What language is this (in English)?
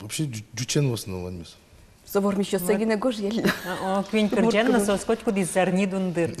Udmurt